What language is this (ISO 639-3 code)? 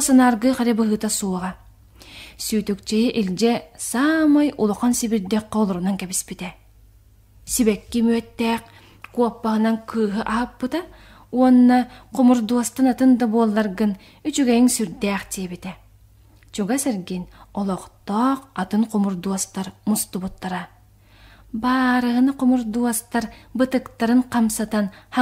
sah